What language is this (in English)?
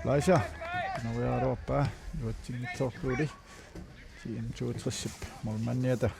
Kalaallisut